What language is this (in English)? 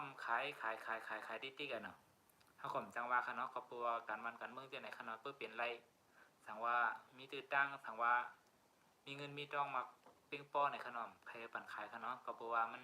Shan